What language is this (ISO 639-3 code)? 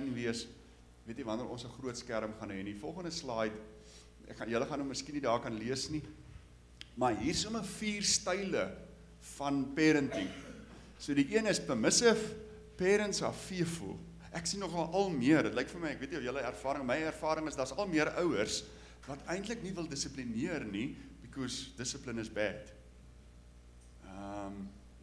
afr